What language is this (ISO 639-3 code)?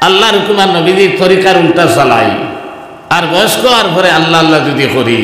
syl